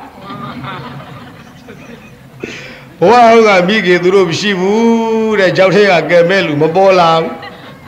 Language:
Burmese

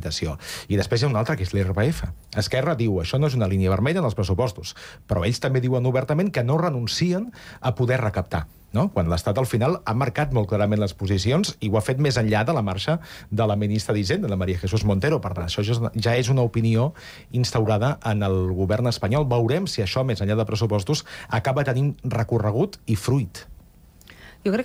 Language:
Catalan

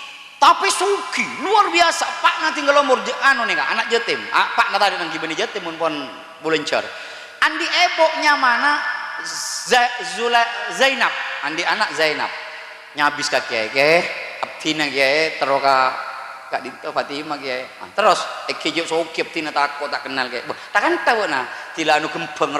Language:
Madurese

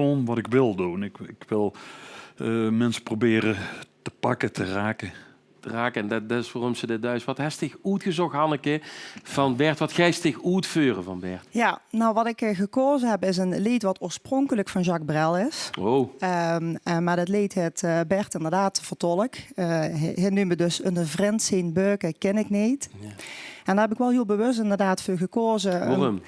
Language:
Limburgish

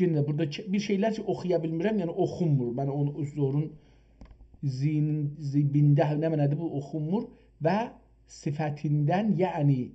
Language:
South Azerbaijani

